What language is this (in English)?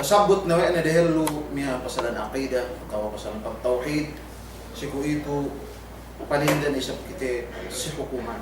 Yakan